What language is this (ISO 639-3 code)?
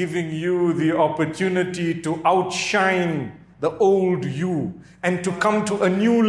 eng